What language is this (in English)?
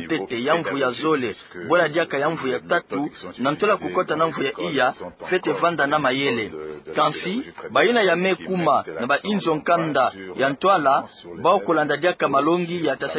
Kituba (Democratic Republic of Congo)